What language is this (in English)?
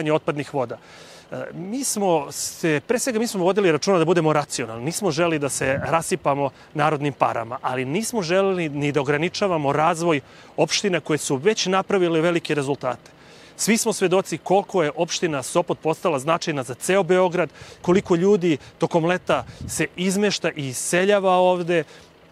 Serbian